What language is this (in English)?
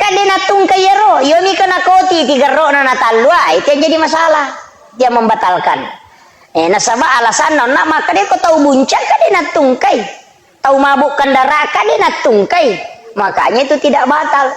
Buginese